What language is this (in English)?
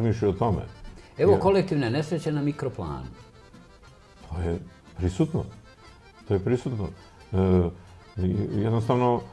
Serbian